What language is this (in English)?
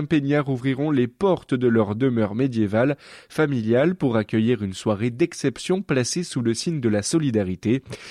French